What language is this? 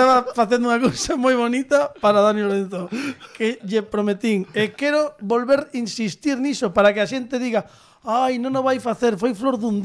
Galician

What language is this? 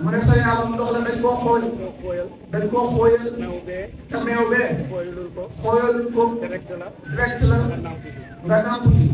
Wolof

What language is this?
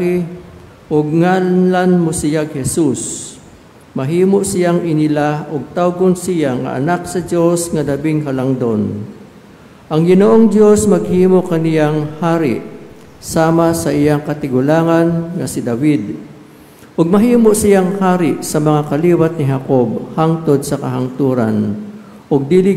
Cebuano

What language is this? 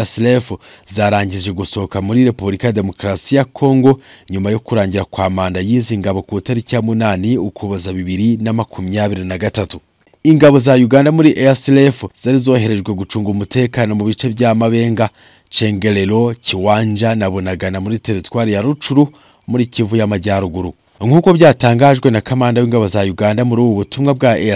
Kinyarwanda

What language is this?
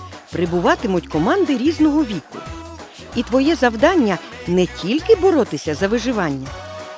Ukrainian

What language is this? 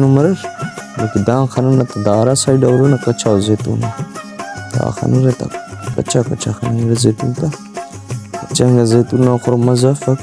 Brahui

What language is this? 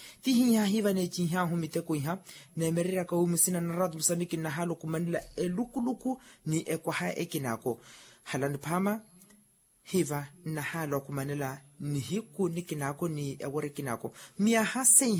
Makhuwa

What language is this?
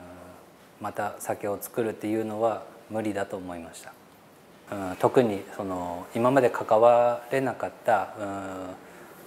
Japanese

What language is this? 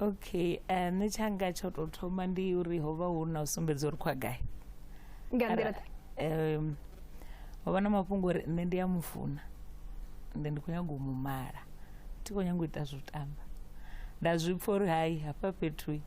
Venda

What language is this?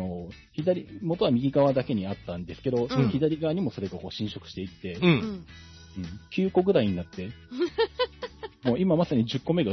Japanese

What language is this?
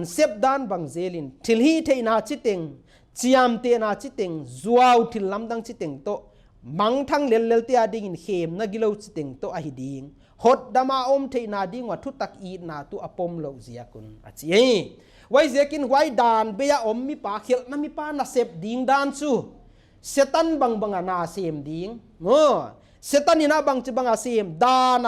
Paite Chin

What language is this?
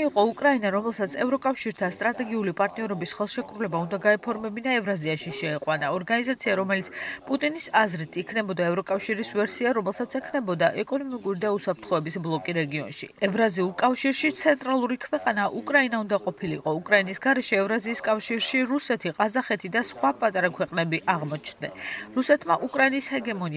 Georgian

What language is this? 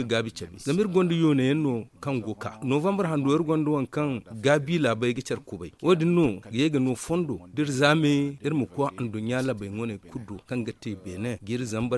Zarma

